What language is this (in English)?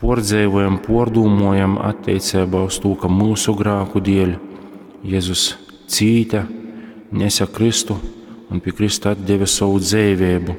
Latgalian